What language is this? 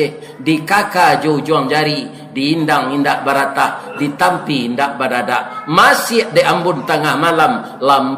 Minangkabau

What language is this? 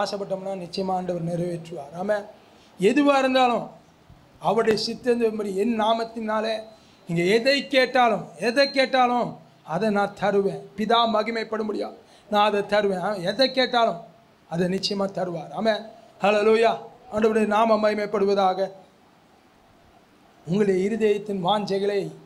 Tamil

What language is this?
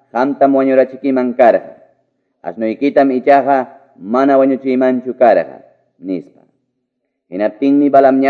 Quechua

